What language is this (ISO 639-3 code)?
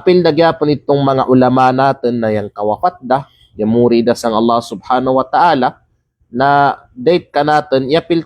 kqe